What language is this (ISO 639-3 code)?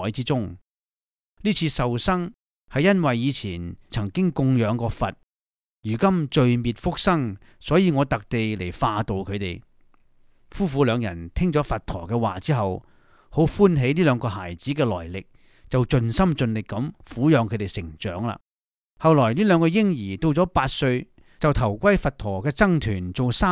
yue